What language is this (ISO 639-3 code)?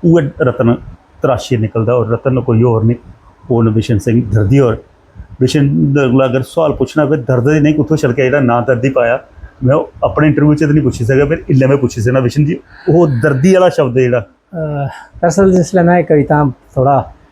doi